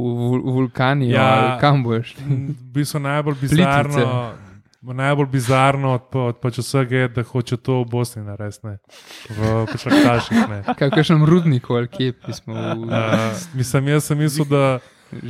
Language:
Slovenian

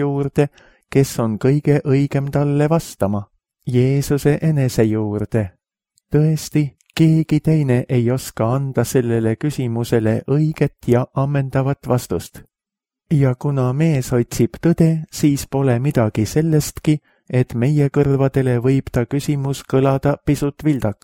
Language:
Estonian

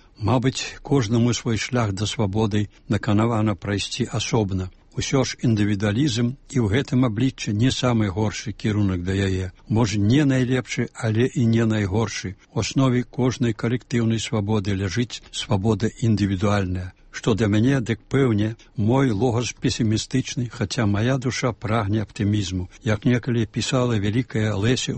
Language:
Belarusian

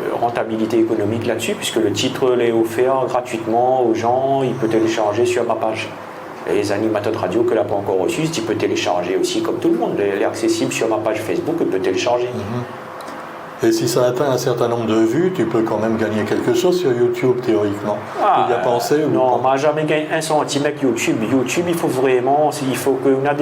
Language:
Réunion Creole French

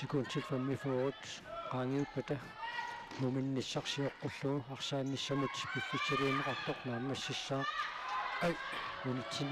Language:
Kalaallisut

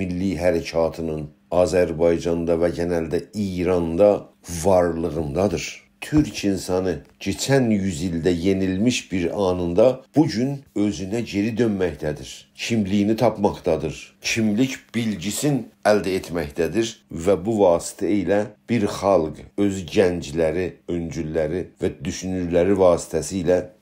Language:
South Azerbaijani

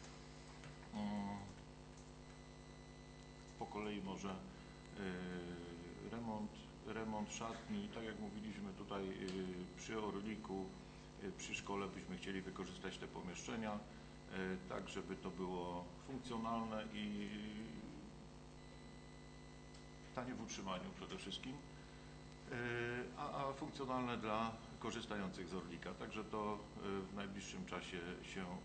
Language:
Polish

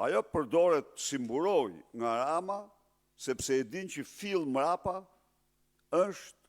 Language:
Albanian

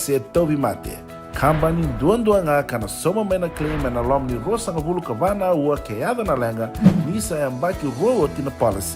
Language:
Fijian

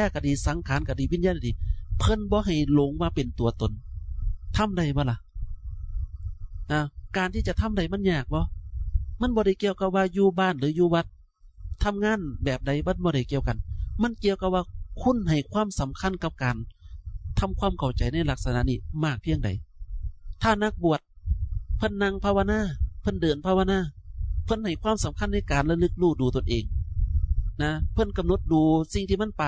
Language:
Northeastern Thai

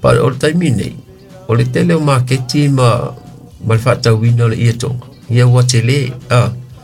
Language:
Samoan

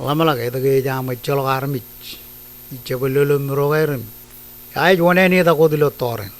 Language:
Marshallese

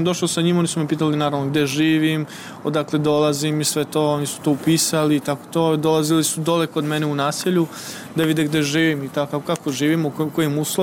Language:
Serbian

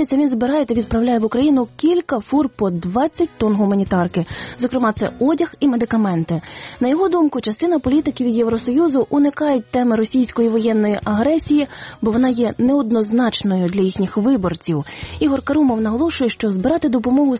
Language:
Ukrainian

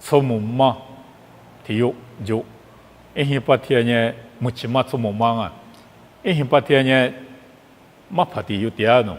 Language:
Lisu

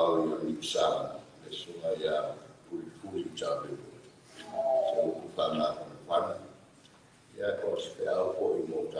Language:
Samoan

